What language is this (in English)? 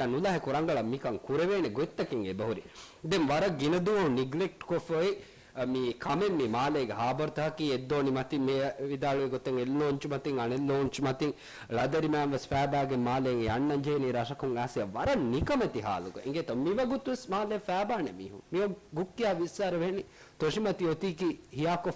Divehi